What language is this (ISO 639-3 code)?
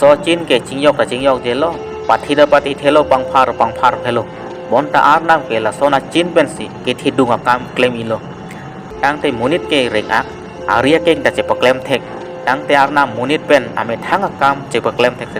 mjw